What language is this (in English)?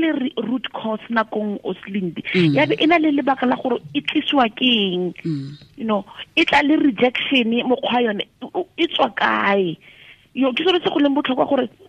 Tswana